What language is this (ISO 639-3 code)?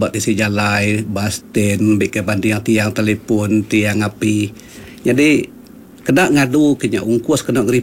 iba